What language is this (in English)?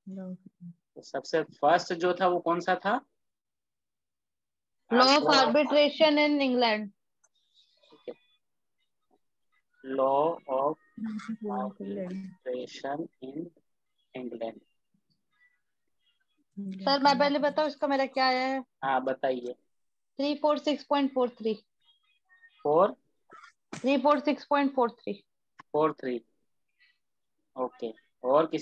Hindi